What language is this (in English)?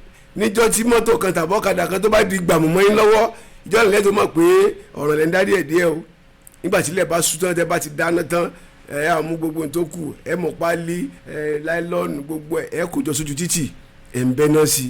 Yoruba